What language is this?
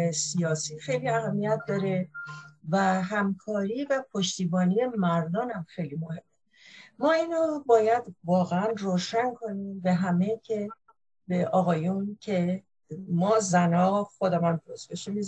Persian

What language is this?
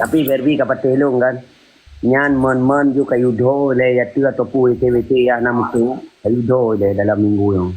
Achinese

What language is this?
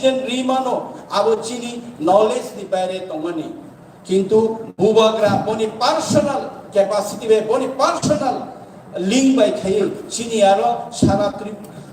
Kok Borok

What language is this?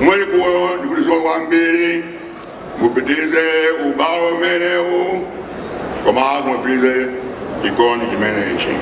Nyanja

